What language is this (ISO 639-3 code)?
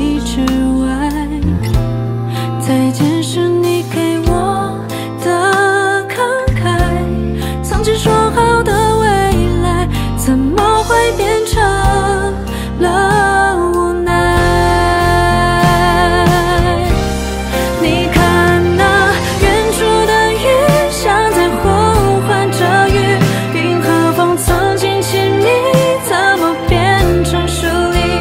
zho